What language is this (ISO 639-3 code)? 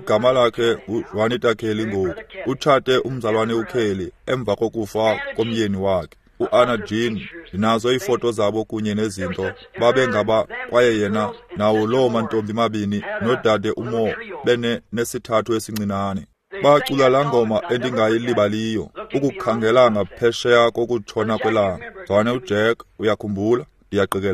xho